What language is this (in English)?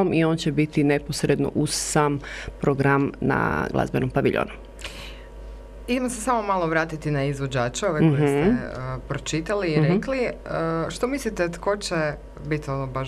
Croatian